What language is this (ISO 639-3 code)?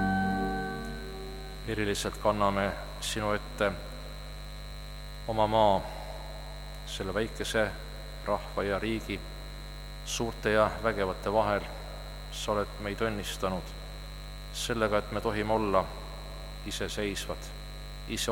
est